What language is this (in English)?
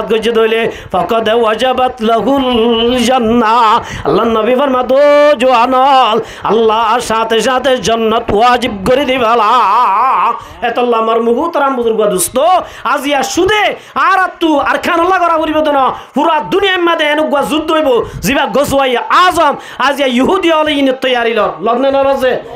Rohingya